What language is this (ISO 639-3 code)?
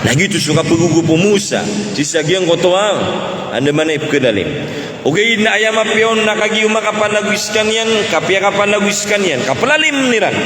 mrw